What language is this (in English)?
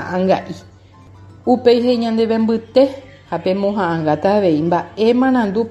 Guarani